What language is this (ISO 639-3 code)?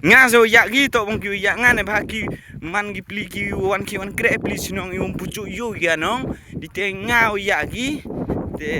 kha